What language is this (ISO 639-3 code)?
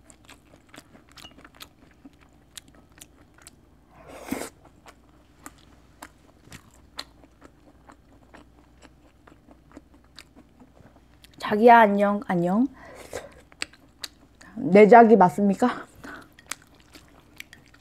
kor